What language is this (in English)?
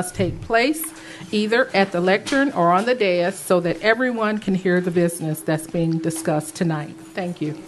English